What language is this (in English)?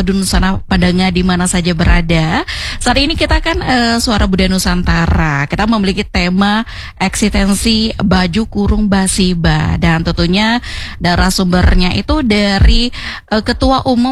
Indonesian